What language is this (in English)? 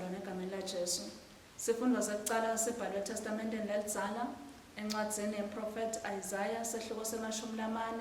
Swati